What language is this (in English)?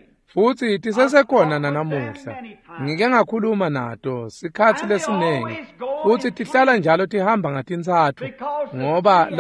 Swati